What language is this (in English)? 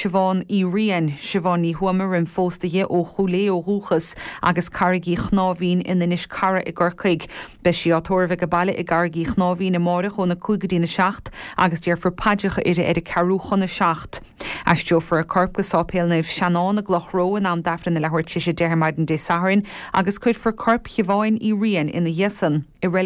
Irish